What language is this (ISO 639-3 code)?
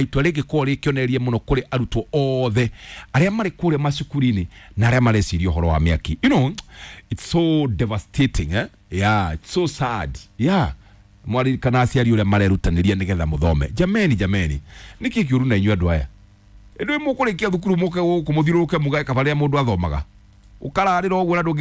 kik